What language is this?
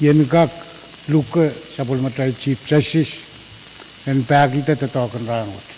Pohnpeian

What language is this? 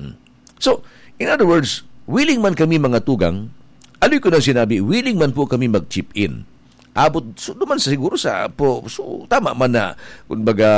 Bikol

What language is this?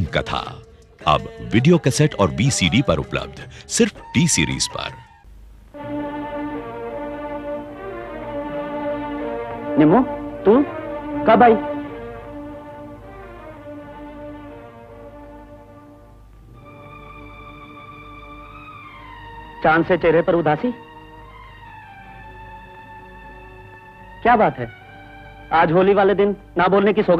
Hindi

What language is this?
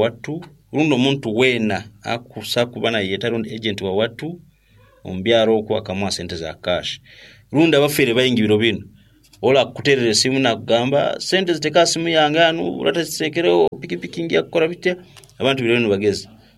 Nyankole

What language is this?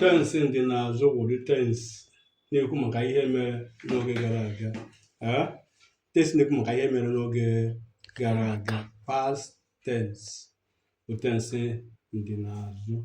Igbo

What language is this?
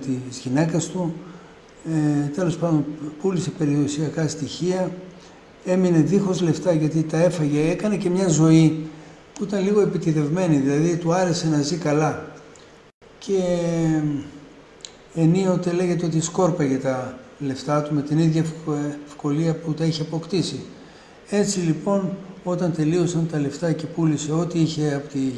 Greek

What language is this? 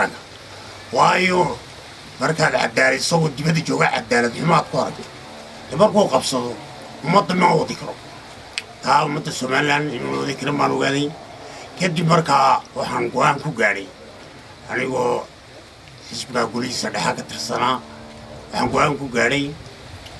Somali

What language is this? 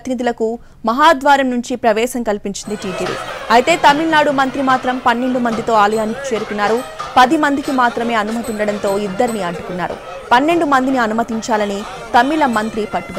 Telugu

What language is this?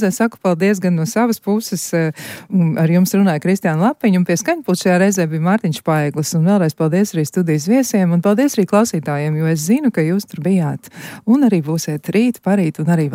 Latvian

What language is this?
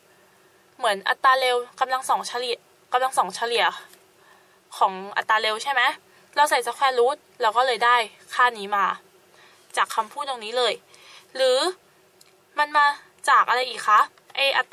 Thai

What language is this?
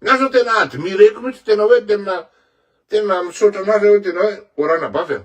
Malagasy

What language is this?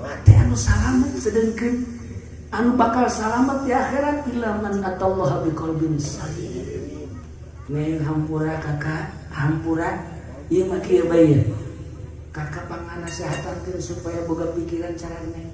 Sundanese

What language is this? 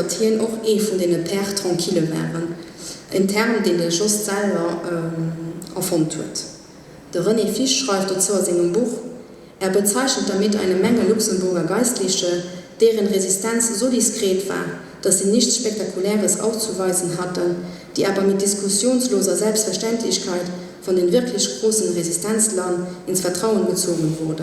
Luxembourgish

